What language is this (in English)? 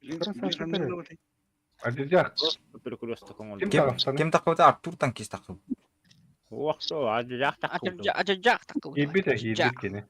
Yakut